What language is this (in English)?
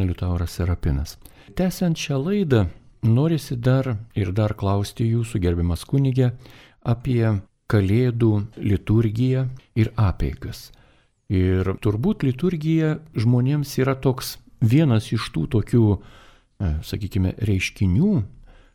Lithuanian